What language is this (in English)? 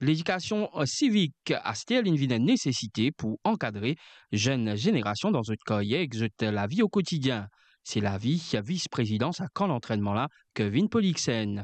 Morisyen